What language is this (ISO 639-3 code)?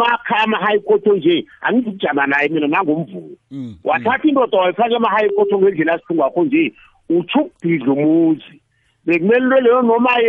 nbl